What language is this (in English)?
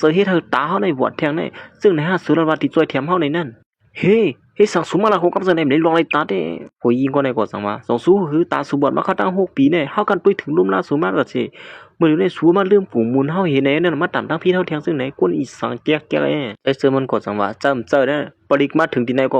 Shan